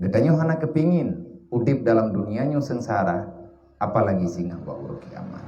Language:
Achinese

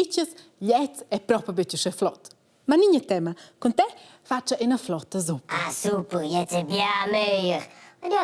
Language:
Romansh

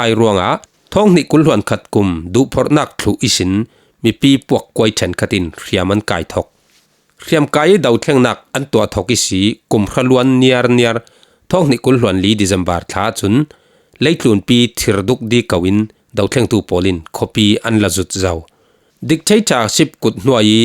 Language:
Falam Chin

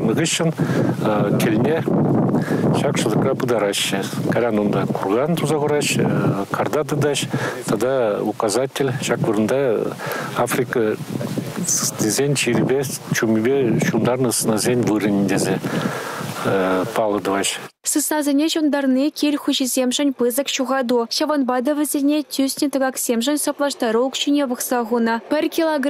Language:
Chuvash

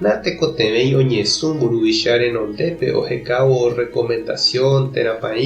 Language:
Guarani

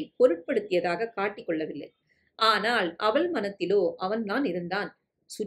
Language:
Tamil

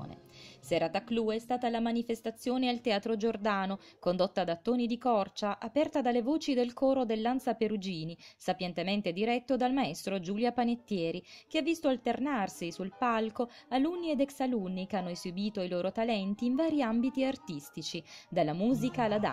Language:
Italian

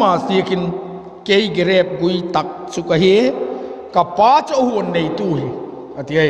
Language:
Vaiphei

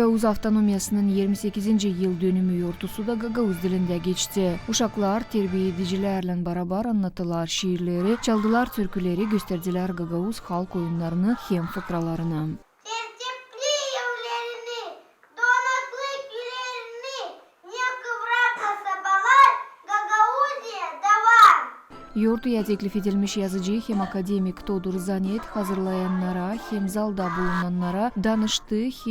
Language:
Gagauz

